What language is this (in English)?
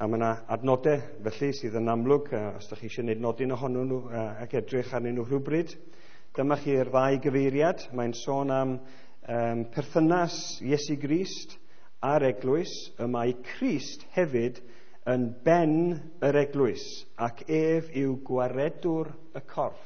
Welsh